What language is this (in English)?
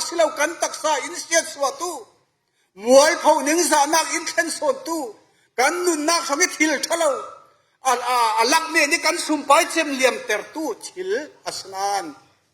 Falam Chin